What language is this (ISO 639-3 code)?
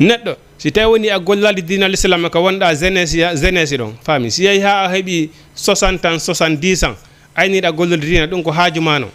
ful